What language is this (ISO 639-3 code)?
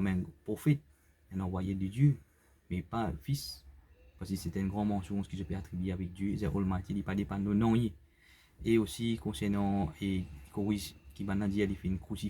mfe